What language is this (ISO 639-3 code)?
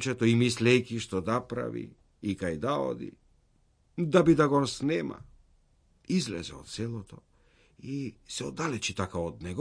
mkd